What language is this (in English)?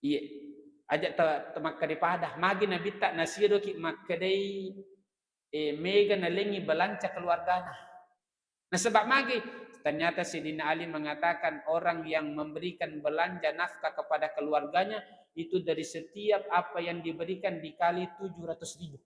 Buginese